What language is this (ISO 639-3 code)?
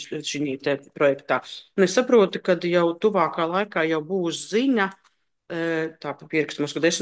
lav